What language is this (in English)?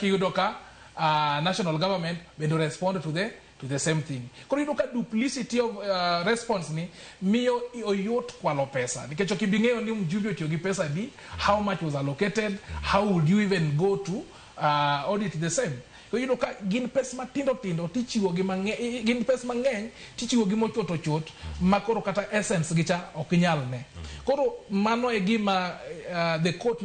Luo (Kenya and Tanzania)